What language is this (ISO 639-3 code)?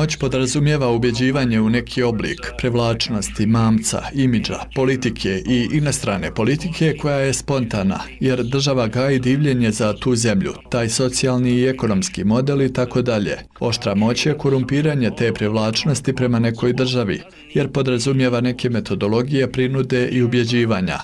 bos